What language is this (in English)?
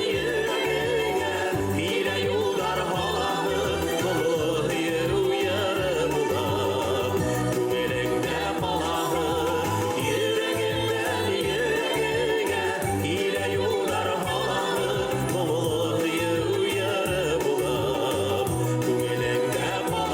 Bashkir